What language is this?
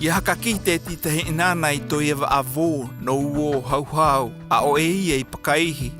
South Marquesan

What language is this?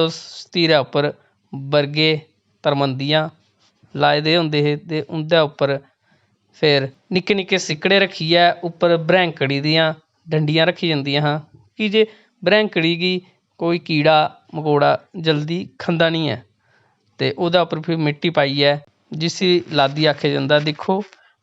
Dogri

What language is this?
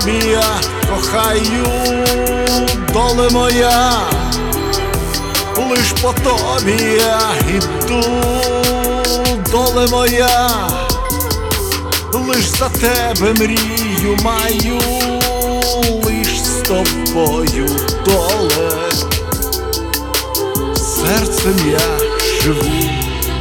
Ukrainian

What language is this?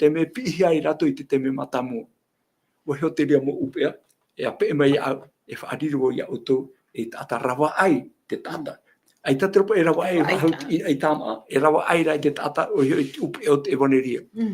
Tahitian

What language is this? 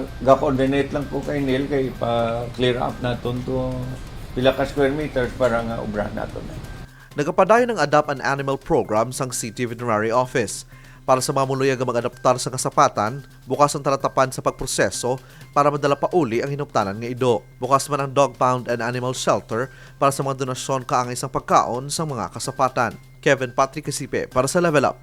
Hiligaynon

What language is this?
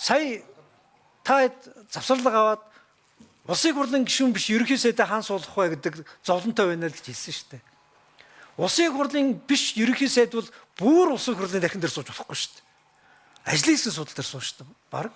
Mongolian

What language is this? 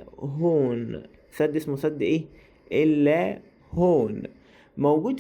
Egyptian Arabic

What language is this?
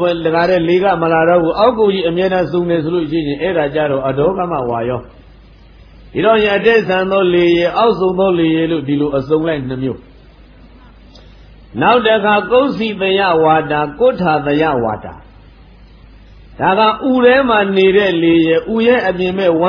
Burmese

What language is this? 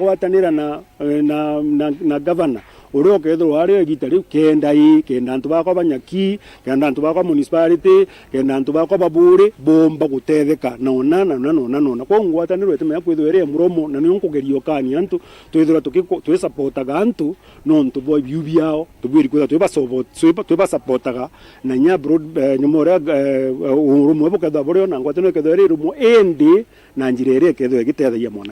Meru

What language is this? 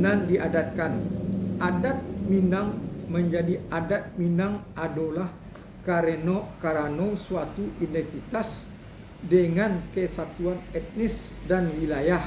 Minangkabau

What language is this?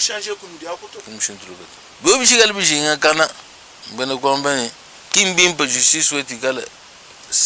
Luba-Lulua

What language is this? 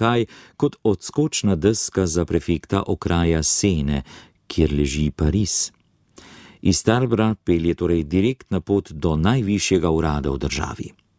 Slovenian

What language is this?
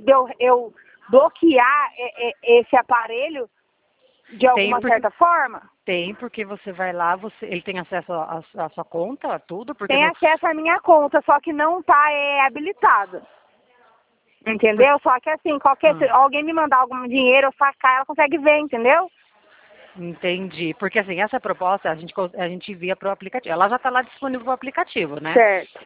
Portuguese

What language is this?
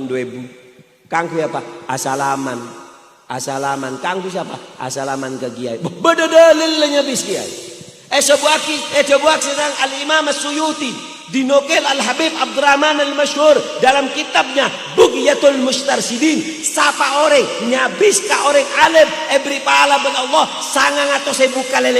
Madurese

